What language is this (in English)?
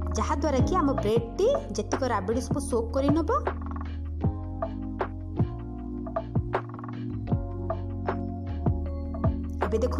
Odia